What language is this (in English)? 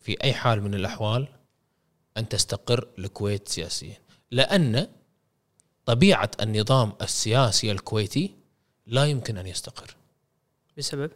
Gulf Arabic